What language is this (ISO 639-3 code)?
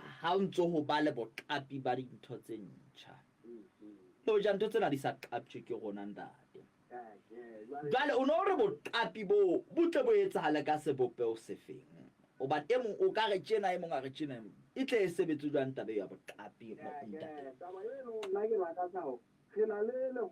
sot